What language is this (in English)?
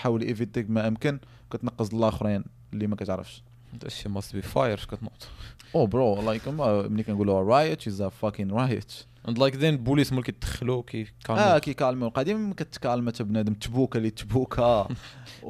Moroccan Arabic